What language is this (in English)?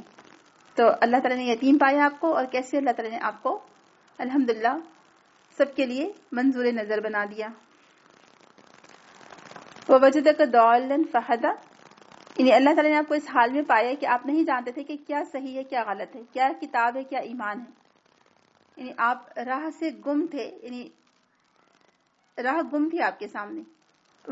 Urdu